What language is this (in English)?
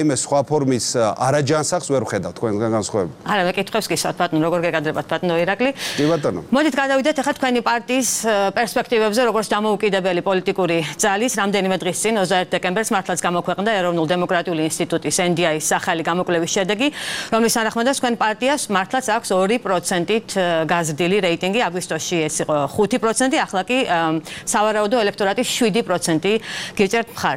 Georgian